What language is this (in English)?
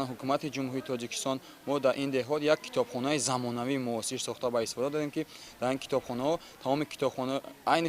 Tajik